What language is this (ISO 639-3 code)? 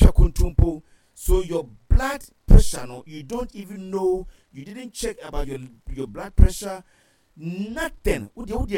aka